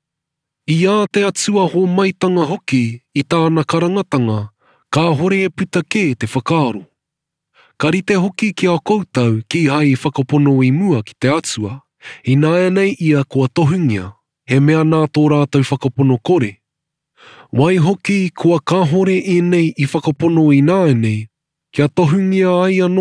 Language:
Māori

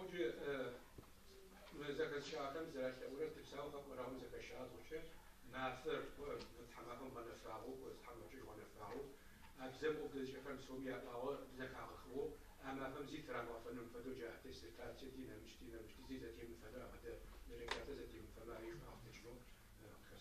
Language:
Adyghe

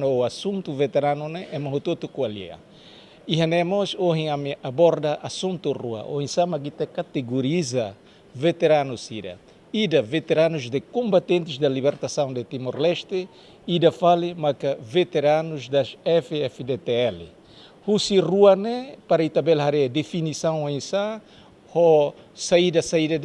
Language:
Tetum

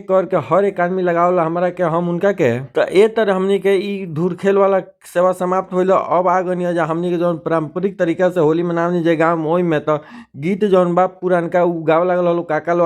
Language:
Bhojpuri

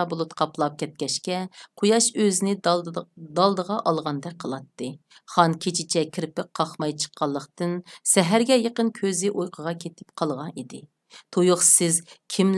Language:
Uyghur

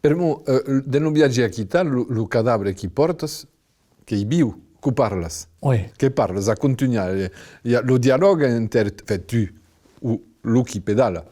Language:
Occitan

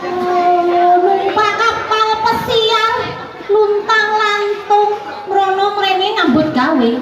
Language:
Balinese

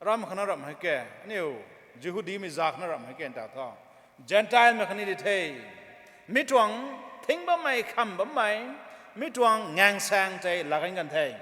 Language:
Rongmei Naga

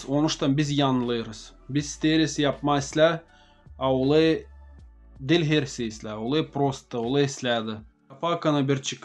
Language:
Gagauz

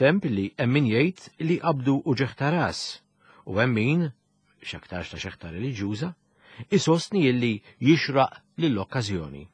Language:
Maltese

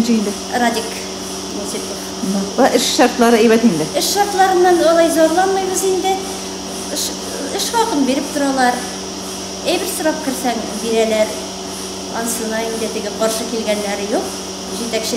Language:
Tatar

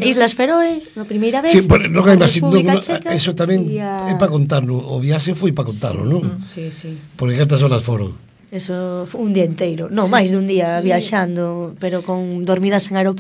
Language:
Galician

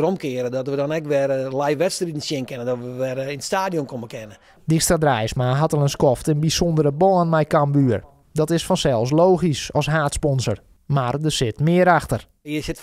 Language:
Western Frisian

